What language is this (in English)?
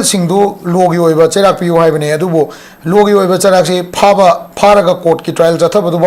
Manipuri